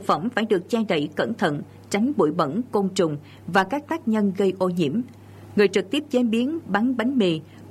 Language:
Vietnamese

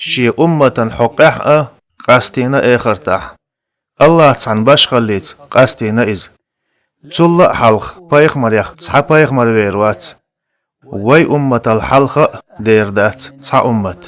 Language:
Chechen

